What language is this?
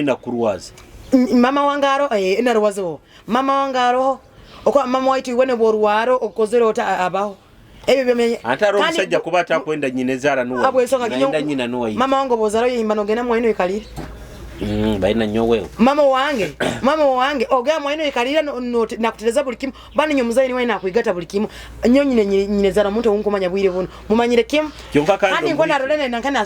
Nyoro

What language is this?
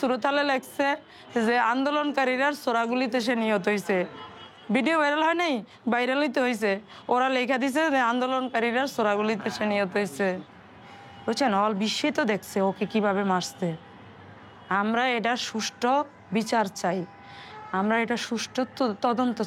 Bangla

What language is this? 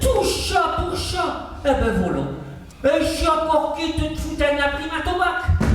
Picard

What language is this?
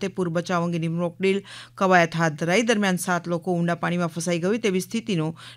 Gujarati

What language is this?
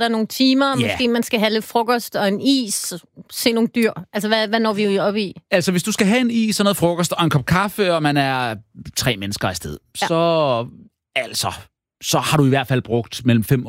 Danish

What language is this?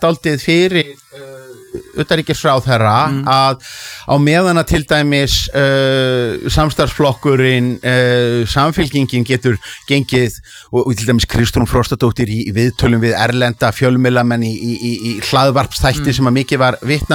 Icelandic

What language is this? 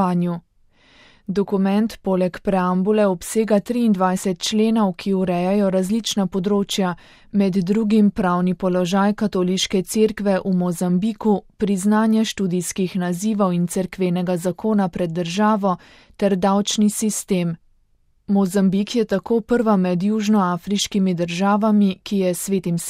Slovenian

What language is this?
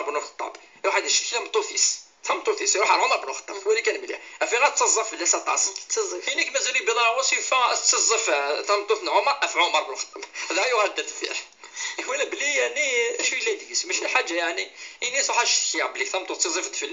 Kabyle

